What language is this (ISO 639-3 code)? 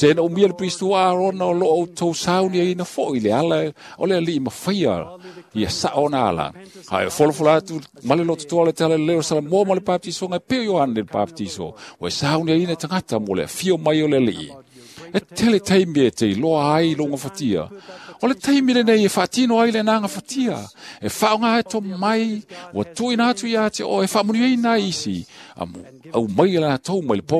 smo